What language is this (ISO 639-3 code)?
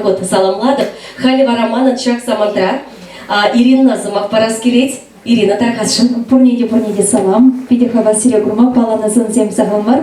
chv